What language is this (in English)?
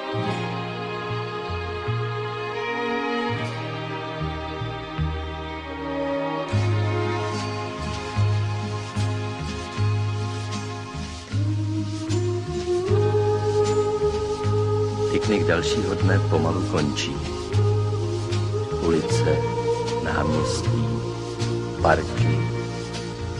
Czech